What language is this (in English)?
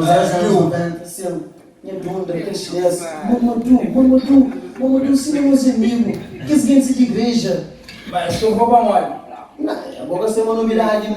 Kabuverdianu